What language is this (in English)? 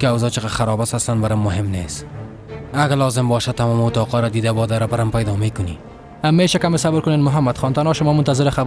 Persian